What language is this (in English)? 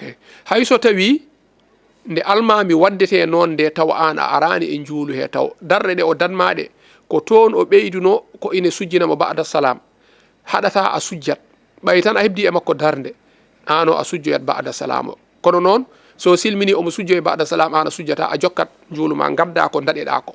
Fula